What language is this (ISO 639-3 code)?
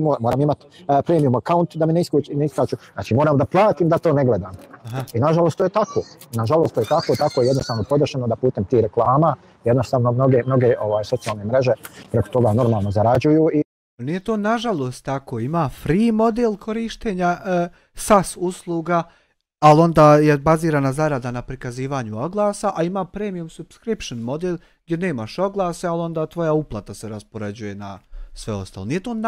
bos